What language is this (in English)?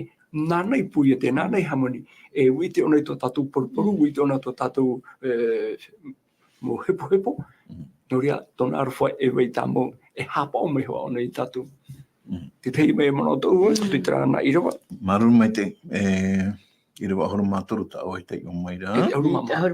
Tahitian